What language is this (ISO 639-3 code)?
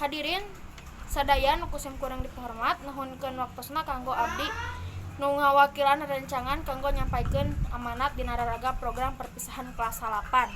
sun